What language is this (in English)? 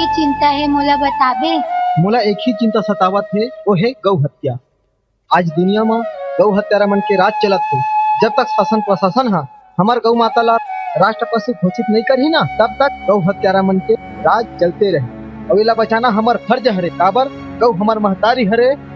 Chhattisgarhi